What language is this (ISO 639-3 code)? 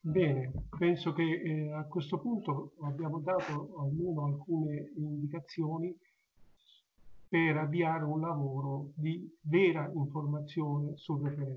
ita